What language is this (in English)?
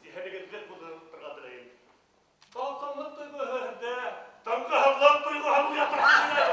Bashkir